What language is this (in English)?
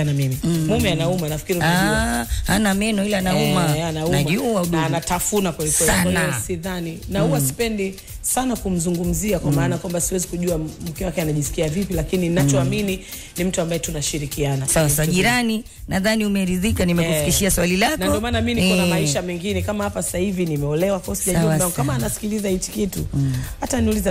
Swahili